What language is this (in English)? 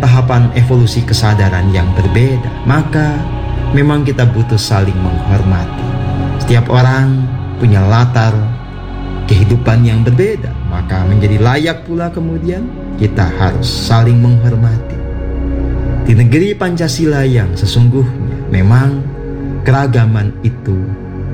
Indonesian